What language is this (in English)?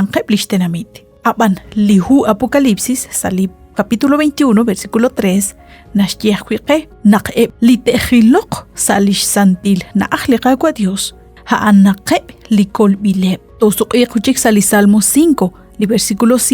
Kekchí